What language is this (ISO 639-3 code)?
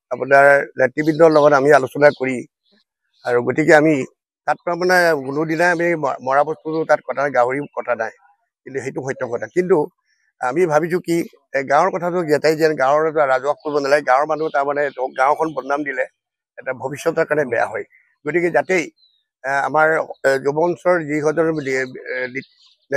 asm